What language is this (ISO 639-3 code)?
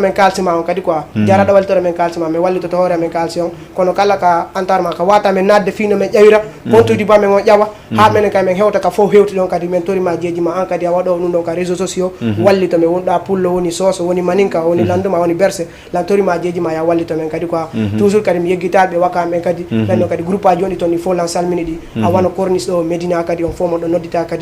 ful